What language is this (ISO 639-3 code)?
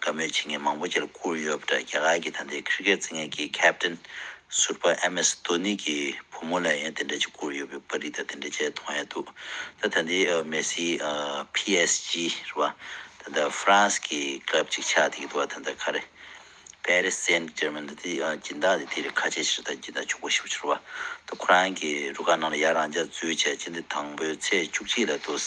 bod